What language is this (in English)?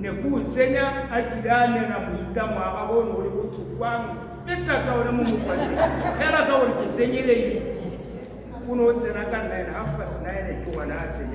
Tswana